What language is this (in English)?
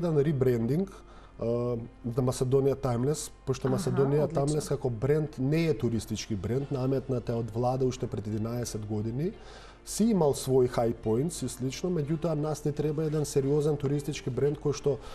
Macedonian